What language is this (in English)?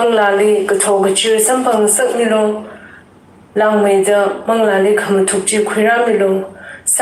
Tangkhul Naga (India)